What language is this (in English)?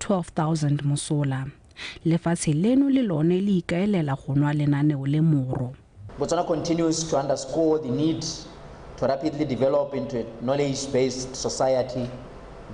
Tswana